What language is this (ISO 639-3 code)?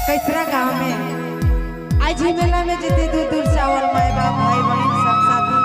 sck